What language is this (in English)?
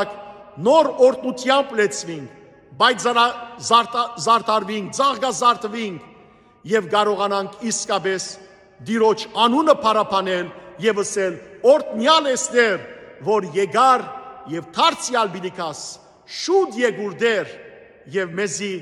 Western Armenian